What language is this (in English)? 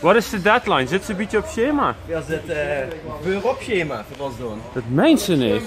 Limburgish